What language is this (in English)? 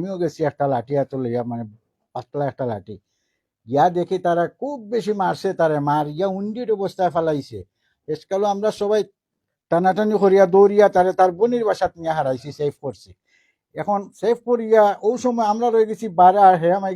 Sylheti